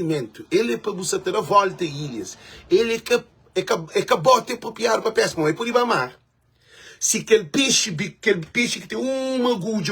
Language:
Kabuverdianu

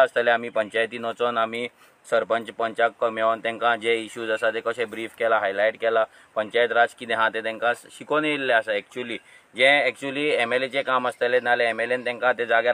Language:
Konkani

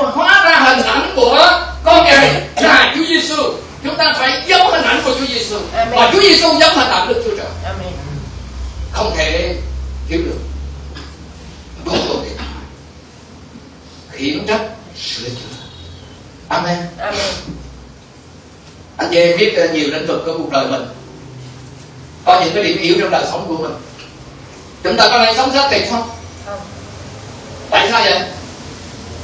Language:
Vietnamese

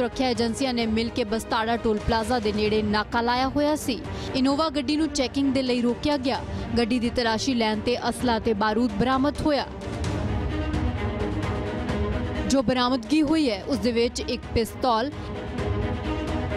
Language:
Punjabi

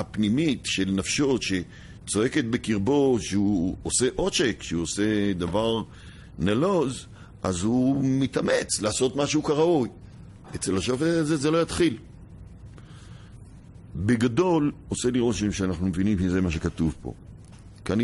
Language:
Hebrew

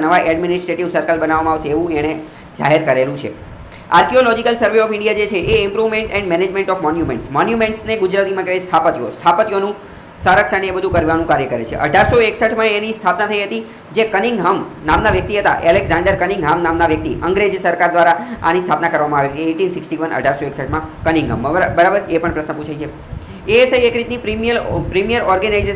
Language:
Gujarati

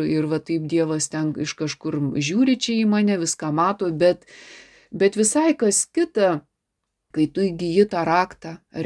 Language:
Lithuanian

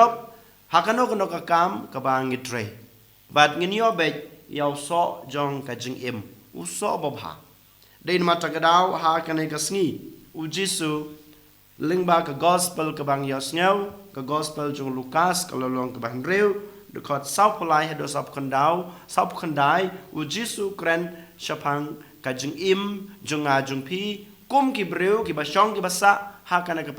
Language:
Khasi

